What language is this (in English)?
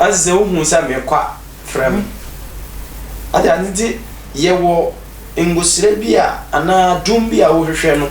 Akan